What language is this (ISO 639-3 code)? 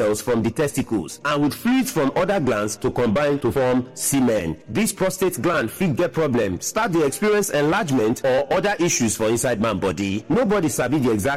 pcm